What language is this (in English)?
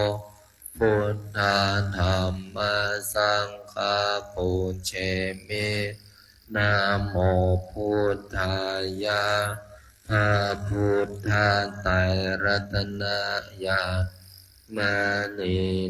Pali